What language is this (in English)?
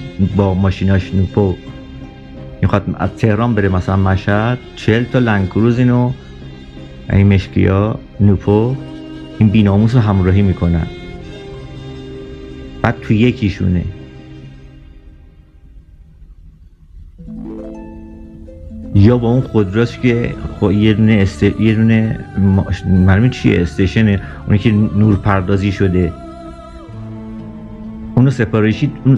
Persian